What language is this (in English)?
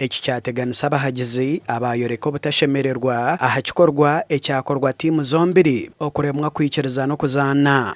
Nyankole